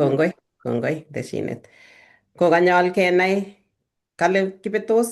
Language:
Kalenjin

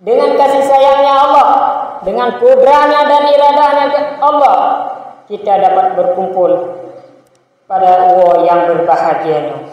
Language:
Achinese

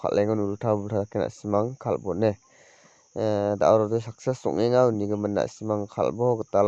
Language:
Garo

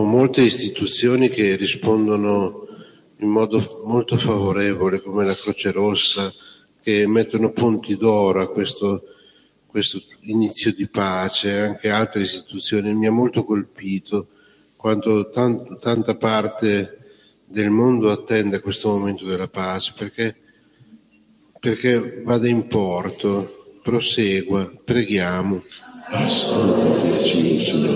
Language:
Italian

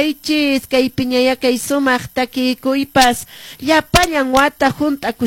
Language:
Quechua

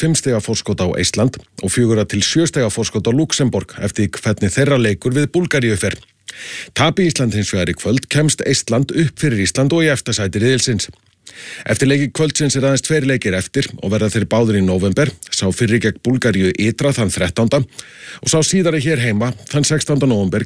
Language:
Icelandic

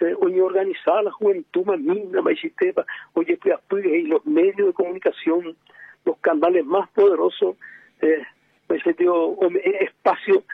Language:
Guarani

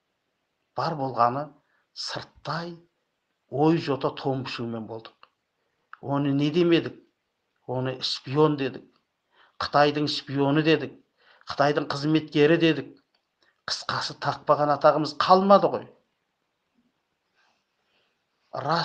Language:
Kazakh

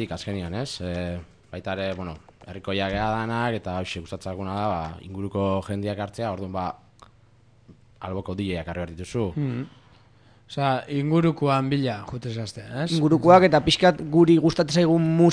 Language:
Basque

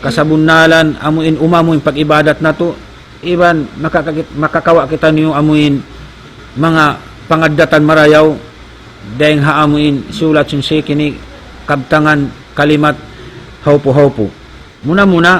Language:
Tausug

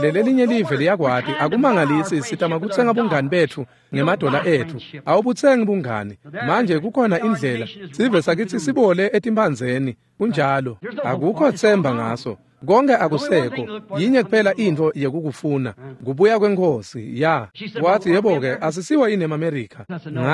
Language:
Swati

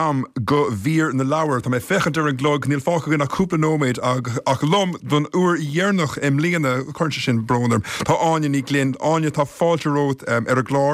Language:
Irish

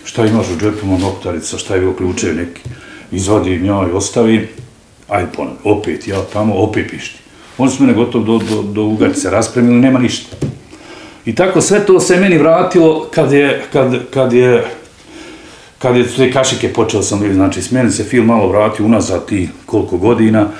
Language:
Bosnian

